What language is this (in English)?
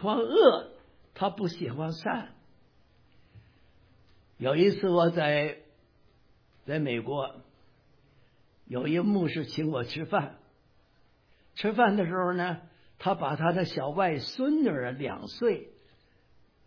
Chinese